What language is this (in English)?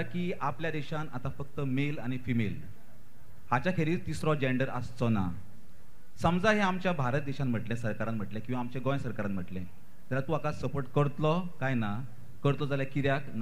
Konkani